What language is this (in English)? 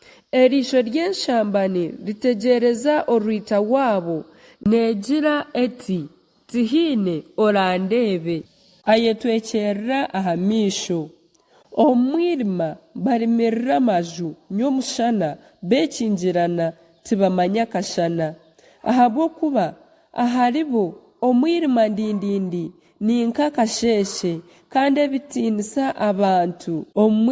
Nyankole